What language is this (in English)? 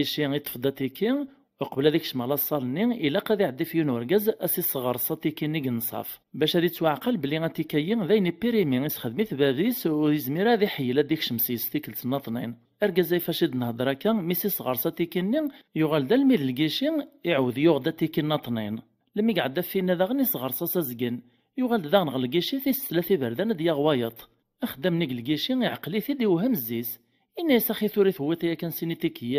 Kabyle